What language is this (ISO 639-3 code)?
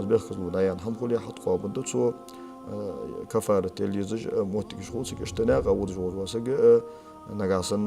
inh